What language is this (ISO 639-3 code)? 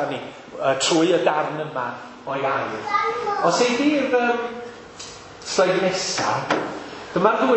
cym